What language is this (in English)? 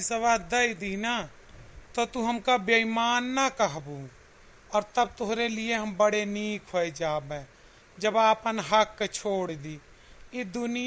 Awadhi